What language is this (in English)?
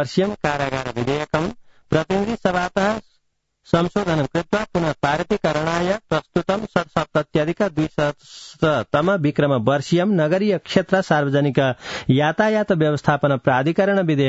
Sanskrit